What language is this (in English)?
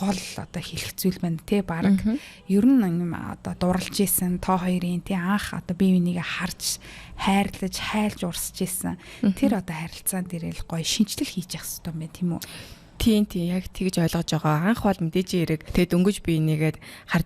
Mongolian